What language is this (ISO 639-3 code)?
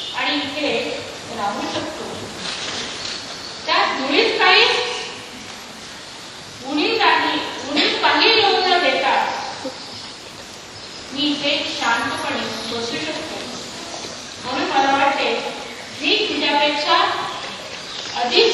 mar